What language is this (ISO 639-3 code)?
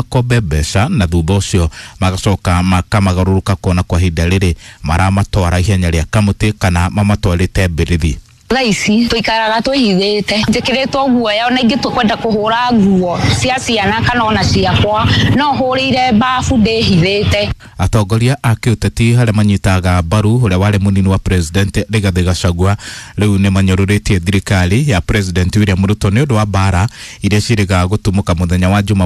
kik